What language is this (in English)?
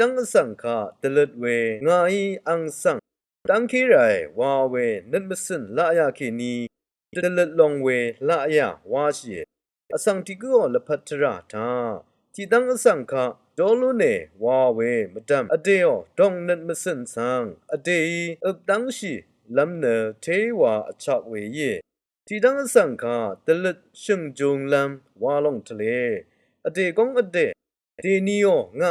Rawang